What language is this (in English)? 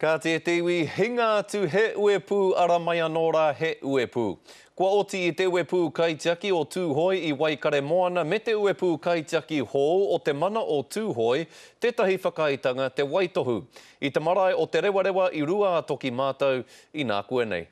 Māori